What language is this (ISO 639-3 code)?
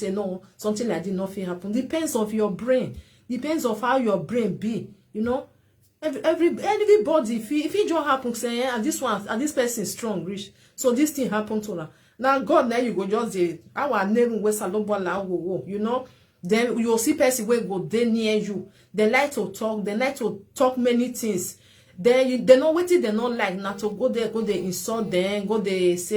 pcm